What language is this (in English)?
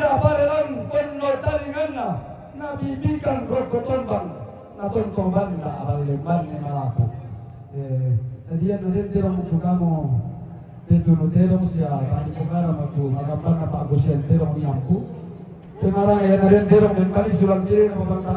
Toraja-Sa'dan